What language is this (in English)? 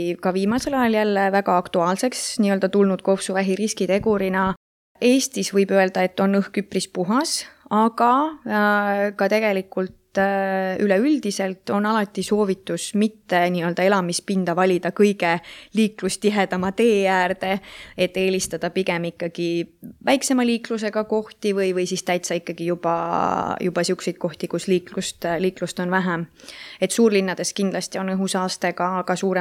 Estonian